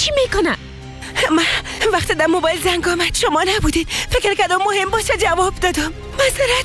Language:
Persian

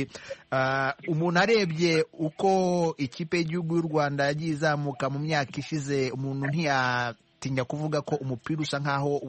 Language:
Kinyarwanda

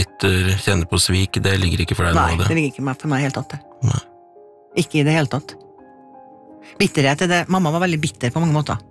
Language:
Norwegian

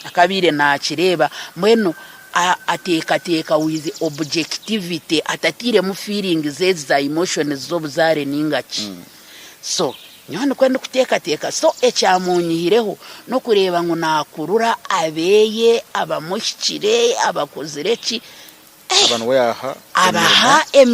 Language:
Nyankole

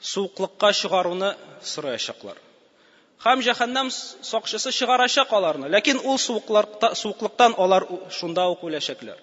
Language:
Tatar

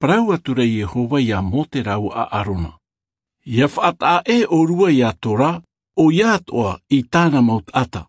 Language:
Tahitian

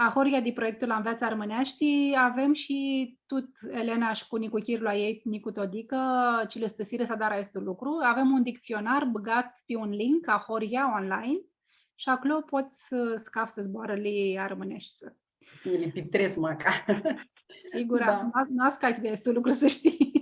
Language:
Aromanian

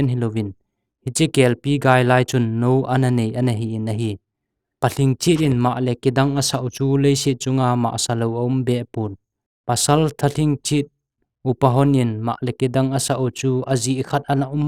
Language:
Thado Chin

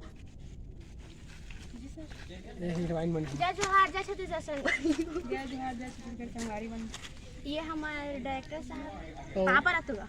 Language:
Chhattisgarhi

